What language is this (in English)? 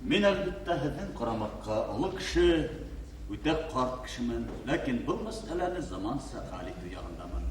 Bashkir